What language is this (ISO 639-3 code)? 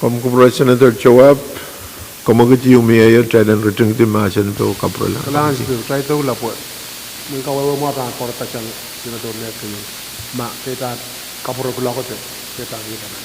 pon